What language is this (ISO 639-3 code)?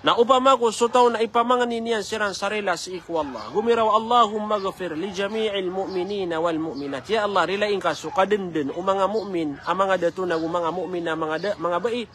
mrw